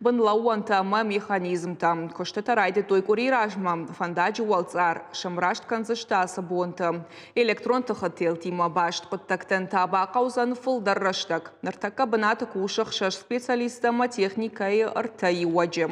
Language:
Ossetic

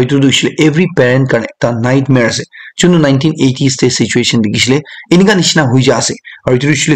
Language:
Naga Pidgin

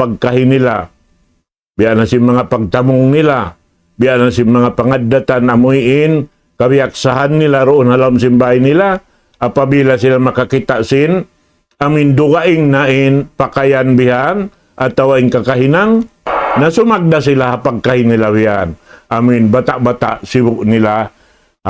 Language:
Tausug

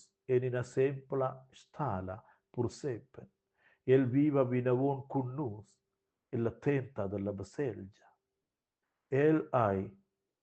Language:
Romansh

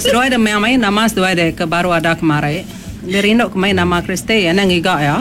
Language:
Iban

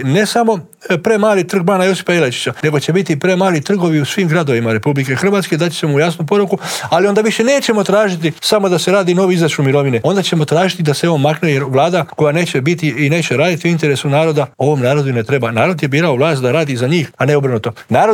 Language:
Croatian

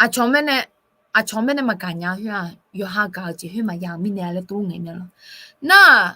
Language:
Akha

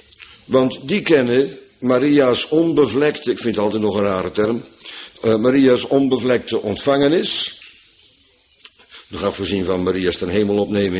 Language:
Dutch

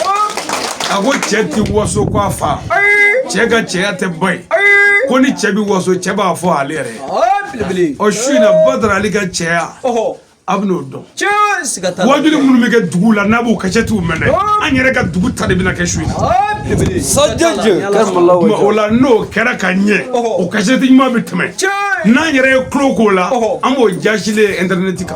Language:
Bambara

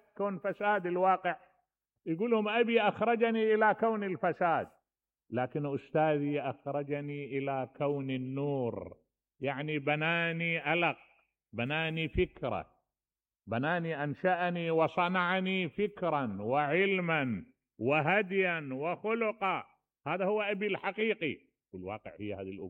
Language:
Mesopotamian Arabic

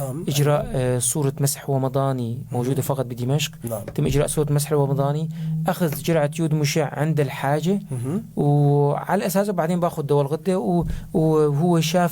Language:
North Levantine Arabic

